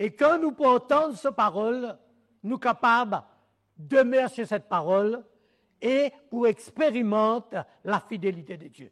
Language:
Morisyen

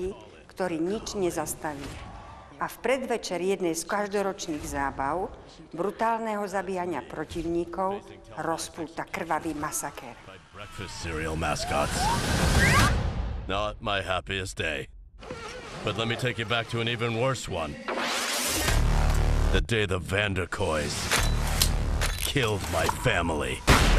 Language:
Slovak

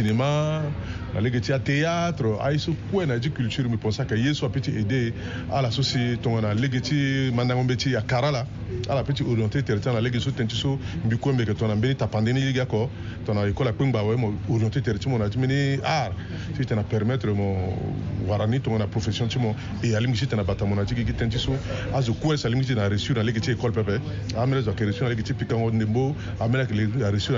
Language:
Sango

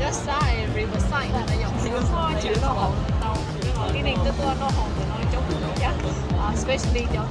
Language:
Hmong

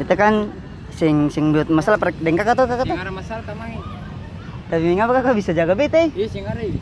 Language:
Ambonese Malay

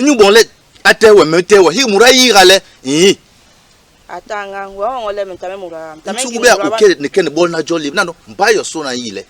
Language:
Basaa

